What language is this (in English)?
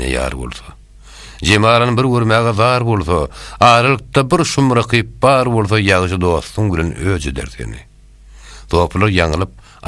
Turkmen